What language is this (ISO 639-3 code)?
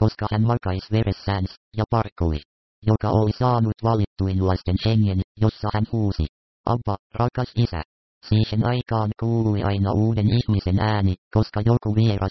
fin